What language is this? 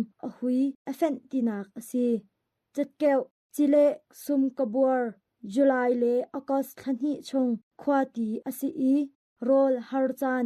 Hakha Chin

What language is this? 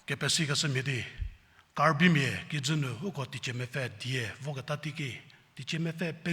Angami Naga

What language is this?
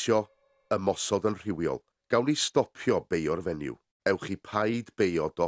Welsh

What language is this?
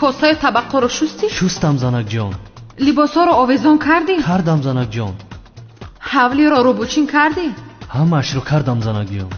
Tajik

